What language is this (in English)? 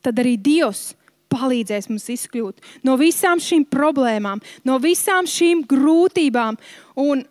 Latvian